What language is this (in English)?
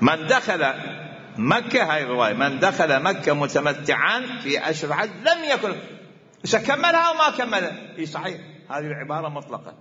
Mesopotamian Arabic